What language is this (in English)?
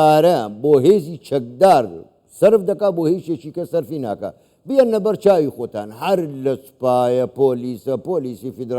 Central Kurdish